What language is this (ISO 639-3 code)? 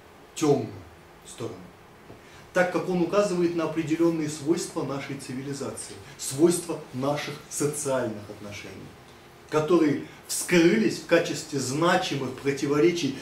rus